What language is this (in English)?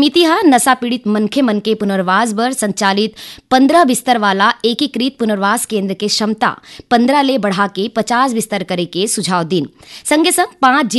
Chhattisgarhi